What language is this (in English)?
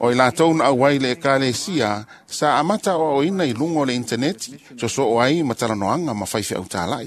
Samoan